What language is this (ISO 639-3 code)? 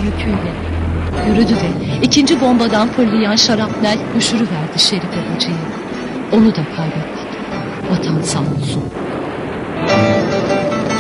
tur